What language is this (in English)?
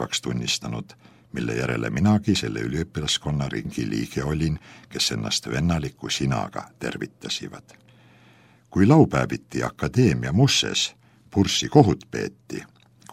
Estonian